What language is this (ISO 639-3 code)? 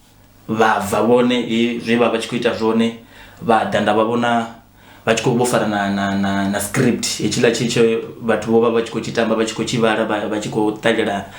ven